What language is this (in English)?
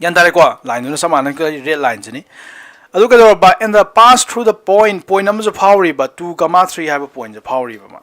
Manipuri